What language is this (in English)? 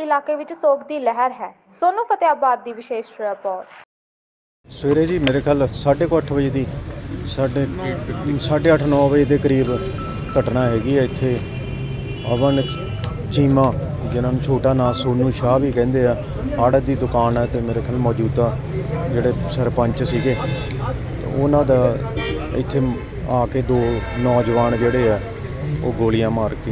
Punjabi